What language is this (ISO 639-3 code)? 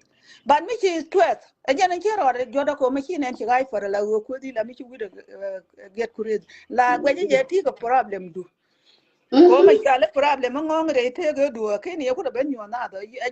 nus